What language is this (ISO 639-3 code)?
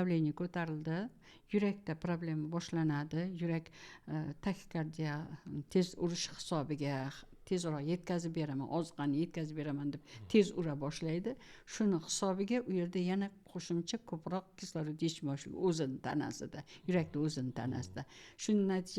uzb